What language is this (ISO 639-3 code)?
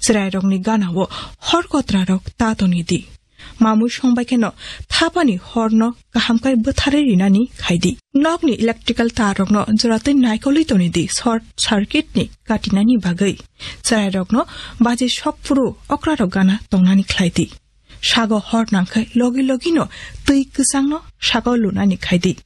trp